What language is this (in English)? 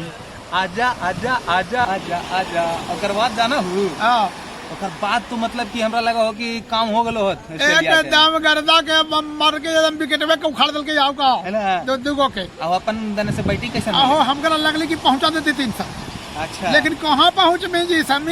Magahi